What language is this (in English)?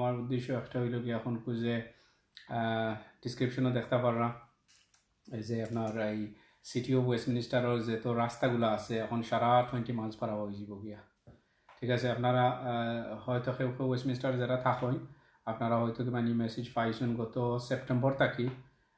Sylheti